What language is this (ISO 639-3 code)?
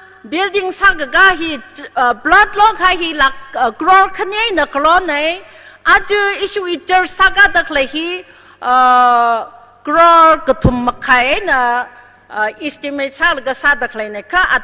nmf